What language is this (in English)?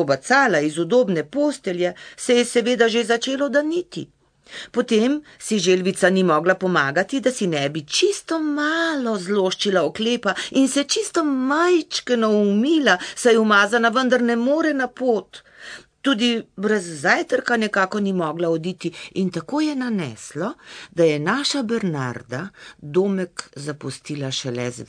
Slovenian